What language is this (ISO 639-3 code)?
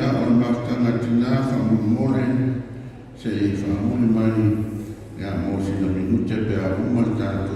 smo